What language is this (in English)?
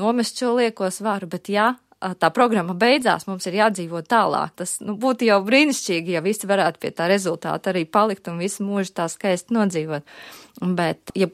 Latvian